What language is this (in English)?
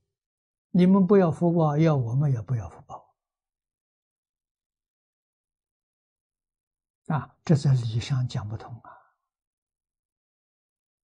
Chinese